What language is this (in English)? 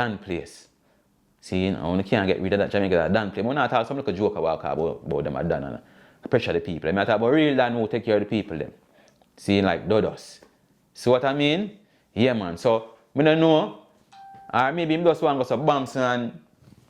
Jamaican Creole English